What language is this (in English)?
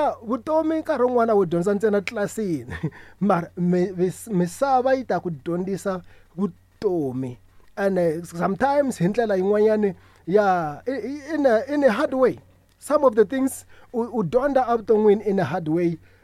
Tsonga